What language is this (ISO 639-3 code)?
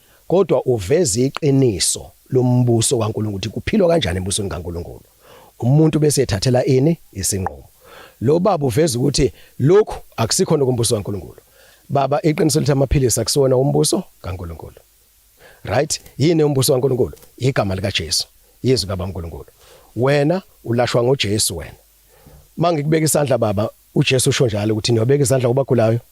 zul